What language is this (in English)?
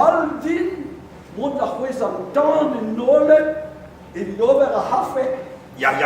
Breton